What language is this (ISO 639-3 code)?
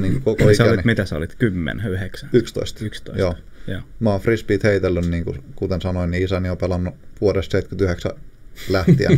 fin